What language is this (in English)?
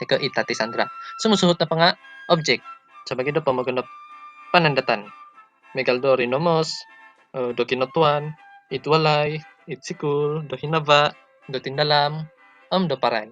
Central Dusun